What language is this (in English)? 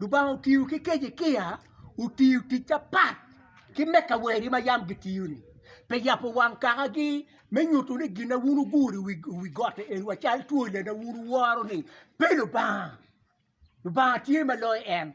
Acoli